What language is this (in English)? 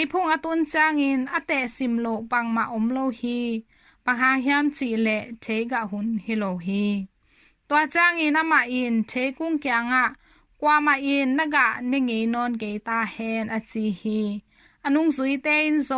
Tedim Chin